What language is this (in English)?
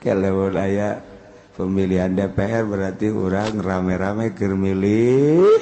Sundanese